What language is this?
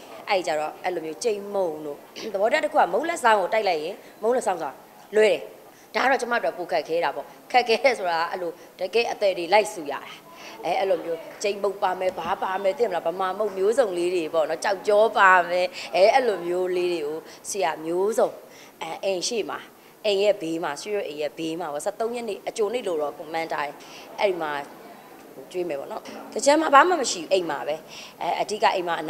Burmese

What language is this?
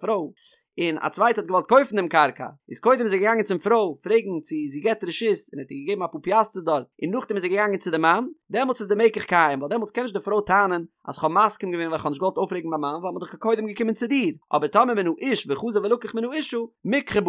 Yiddish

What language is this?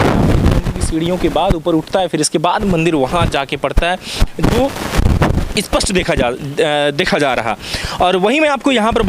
Hindi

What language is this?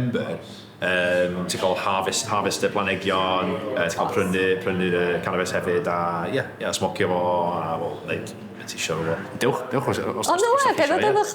Welsh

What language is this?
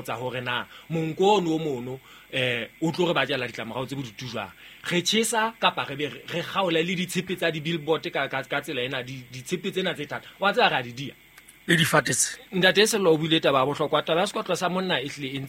Southern Sotho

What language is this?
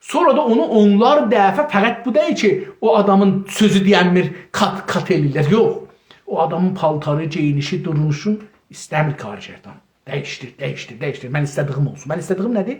South Azerbaijani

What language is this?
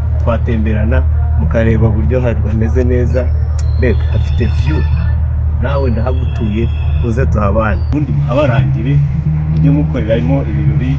Kinyarwanda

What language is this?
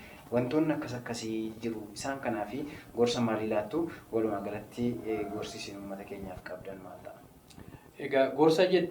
Oromo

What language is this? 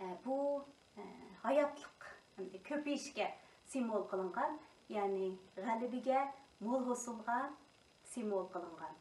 Uyghur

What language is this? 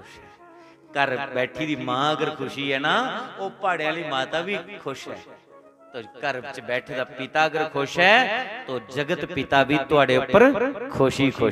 Dogri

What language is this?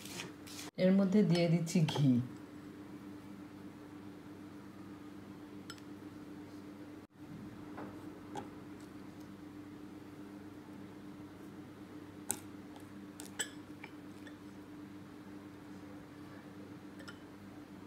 Bangla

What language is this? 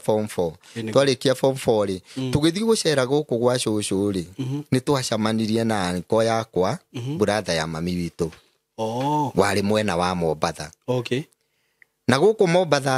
Kikuyu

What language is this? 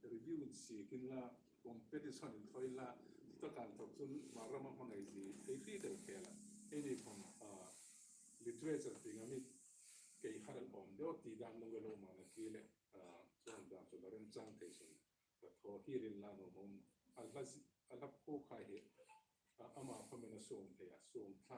Hmar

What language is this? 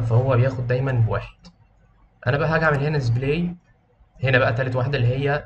Egyptian Arabic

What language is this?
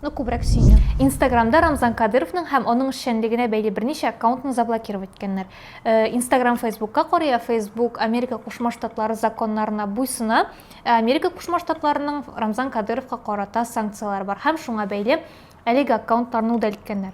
Tatar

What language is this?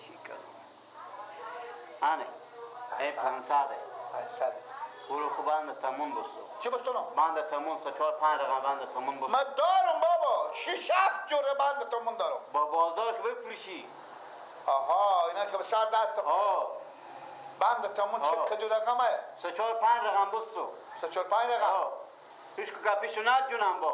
Persian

